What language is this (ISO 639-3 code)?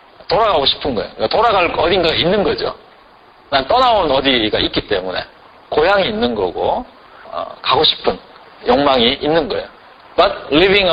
kor